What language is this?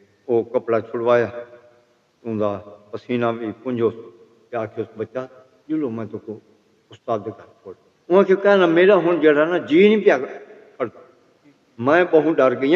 Saraiki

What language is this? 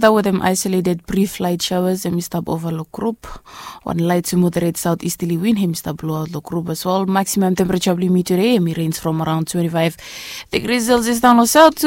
Bislama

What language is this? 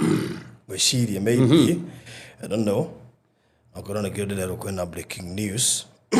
Kikuyu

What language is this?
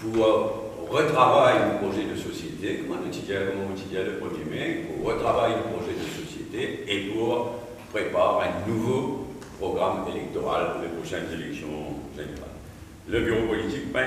Morisyen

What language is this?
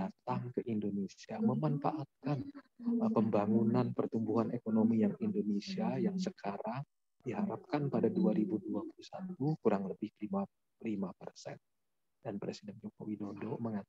Indonesian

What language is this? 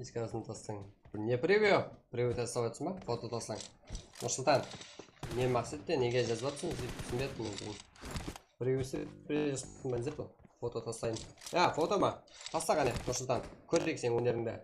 Kara-Kalpak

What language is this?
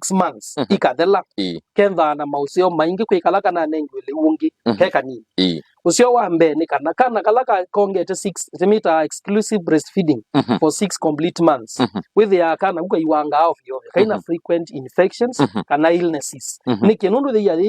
Kamba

